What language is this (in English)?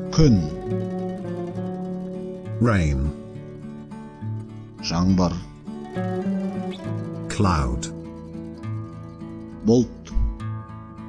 Kazakh